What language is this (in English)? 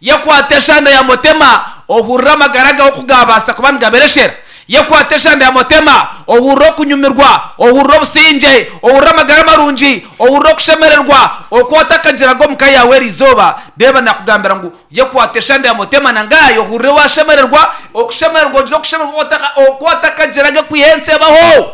Nyankole